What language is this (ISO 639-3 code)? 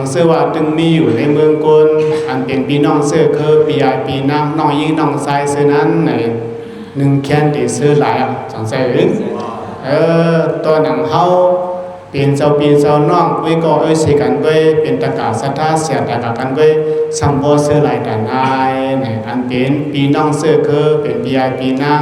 shn